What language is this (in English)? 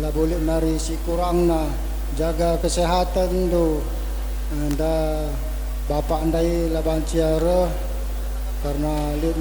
Batak Karo